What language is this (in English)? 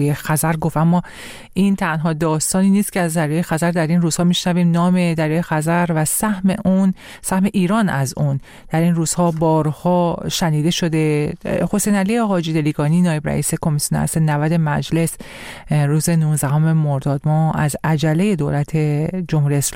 Persian